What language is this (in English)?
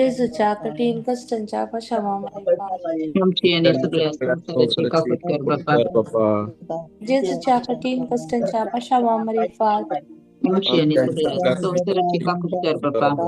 Konkani